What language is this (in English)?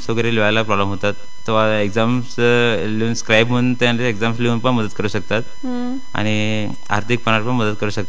Marathi